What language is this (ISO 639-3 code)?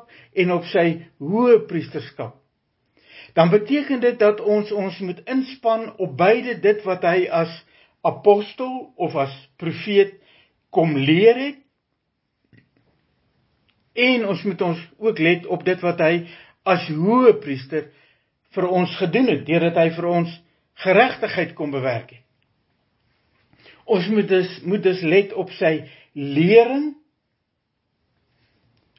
afr